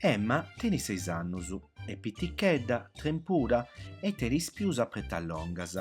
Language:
Sardinian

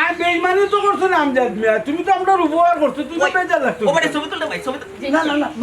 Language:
Sylheti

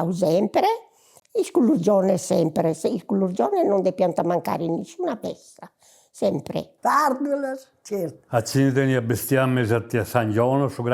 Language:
Sardinian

